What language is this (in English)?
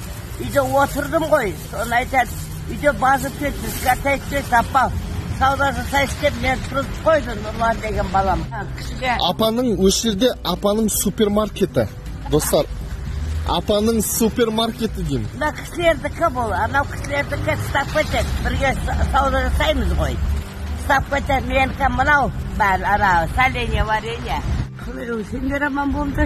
Kazakh